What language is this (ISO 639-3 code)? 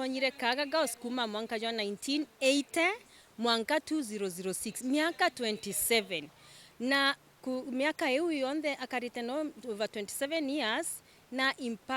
mer